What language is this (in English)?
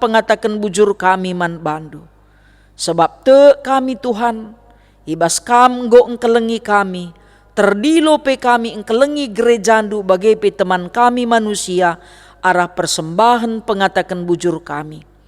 Batak Karo